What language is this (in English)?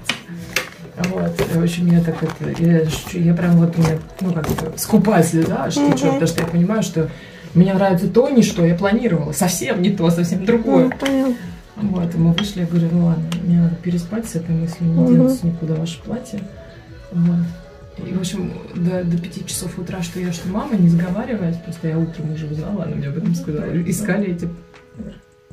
Russian